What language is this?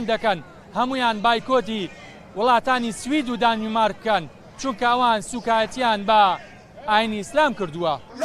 Central Kurdish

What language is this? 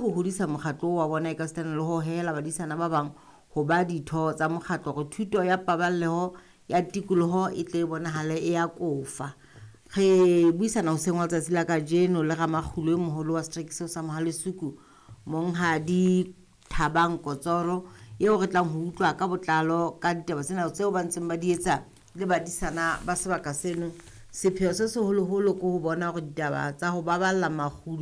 Southern Sotho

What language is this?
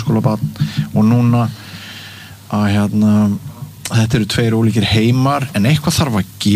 Icelandic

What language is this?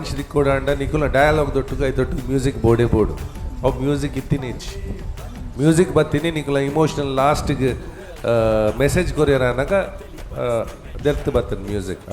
Tulu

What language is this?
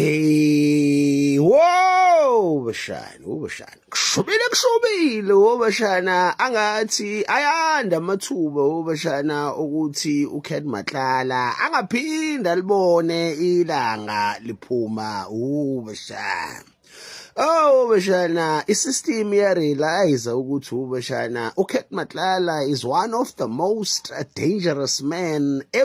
Zulu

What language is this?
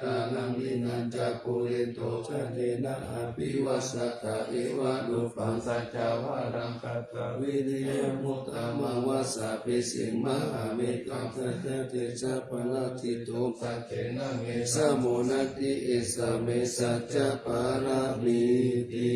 Pali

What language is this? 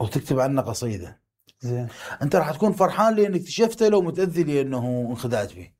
Mesopotamian Arabic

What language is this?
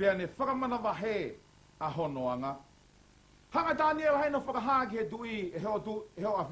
Tongan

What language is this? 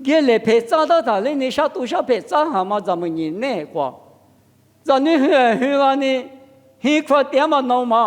Lisu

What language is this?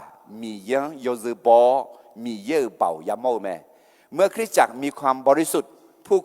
Akha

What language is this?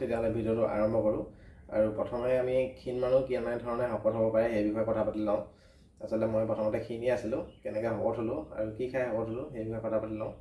Assamese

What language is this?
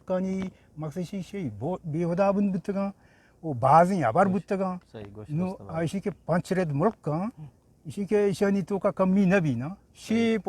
Eastern Balochi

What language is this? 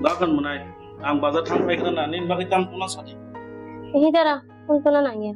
Kok Borok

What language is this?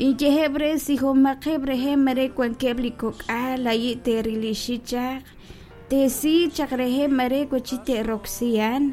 Kekchí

